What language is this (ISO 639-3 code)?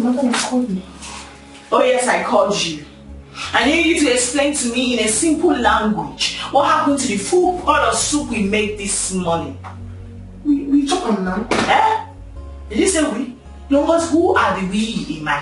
pcm